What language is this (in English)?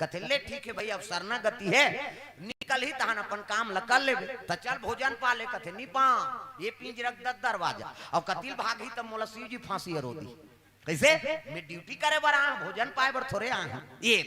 Chhattisgarhi